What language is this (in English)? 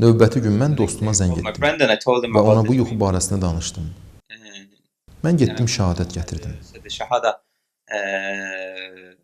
Azerbaijani